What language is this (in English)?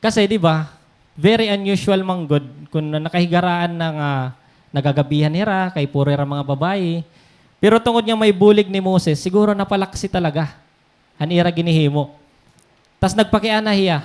Waray